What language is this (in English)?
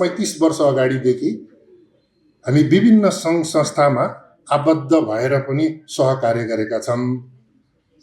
Nepali